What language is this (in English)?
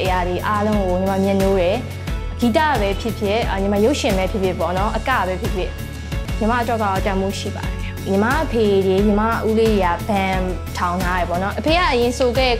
Burmese